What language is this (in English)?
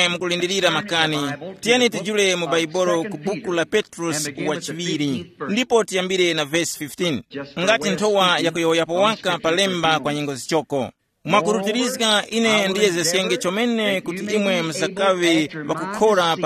Tumbuka